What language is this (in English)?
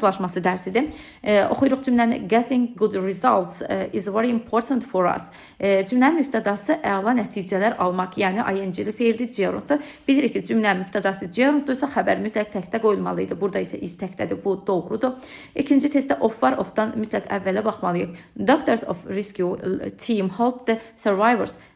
Azerbaijani